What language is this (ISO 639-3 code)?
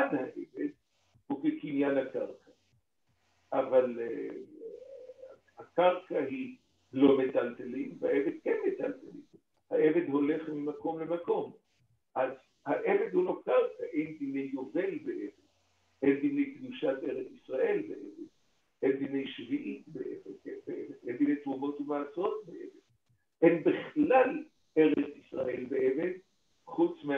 heb